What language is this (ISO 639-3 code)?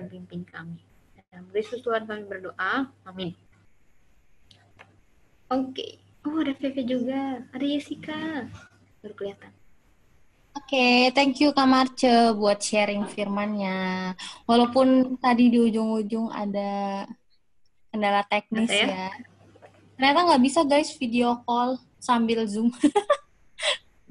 ind